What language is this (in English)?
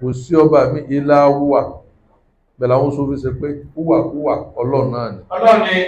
Yoruba